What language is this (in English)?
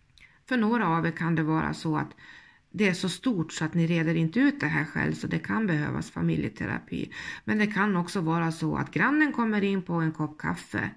Swedish